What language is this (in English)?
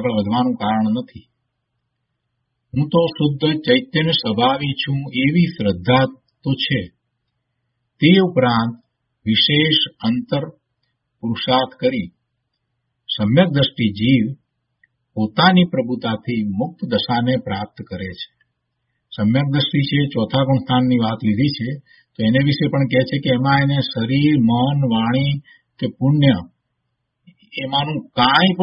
Gujarati